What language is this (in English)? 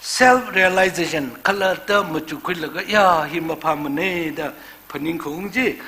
Tangkhul Naga (India)